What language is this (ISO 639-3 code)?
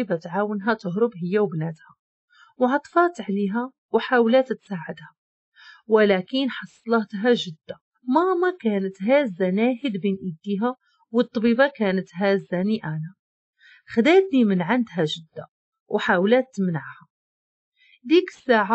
ary